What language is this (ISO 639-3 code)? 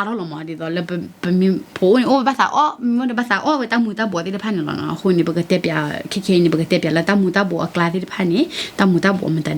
ksw